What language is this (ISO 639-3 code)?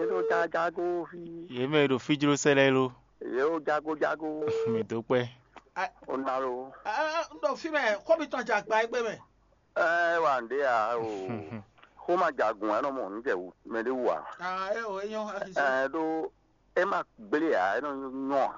fon